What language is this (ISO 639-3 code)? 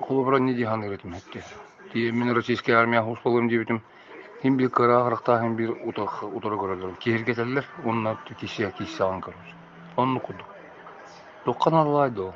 sah